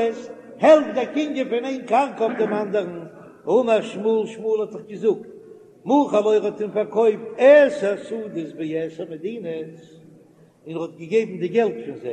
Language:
Yiddish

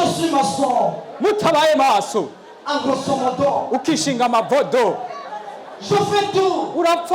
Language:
Rundi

